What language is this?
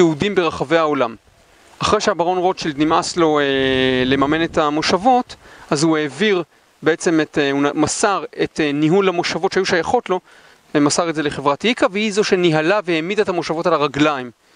Hebrew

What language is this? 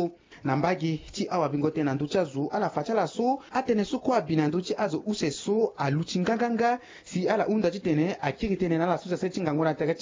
Sango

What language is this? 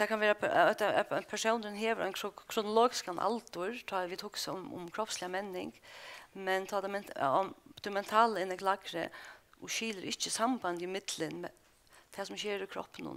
Faroese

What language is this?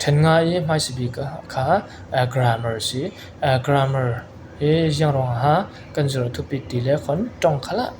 Falam Chin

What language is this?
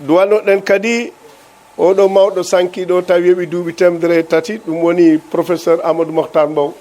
Fula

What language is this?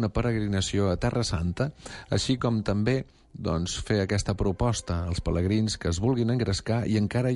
Catalan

